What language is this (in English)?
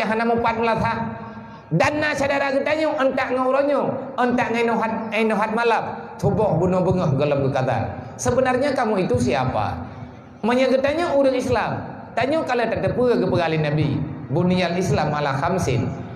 Achinese